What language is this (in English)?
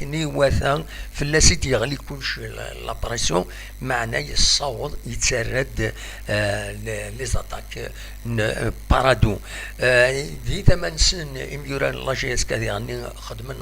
Kabyle